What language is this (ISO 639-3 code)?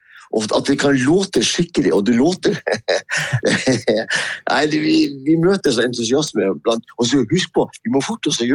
nor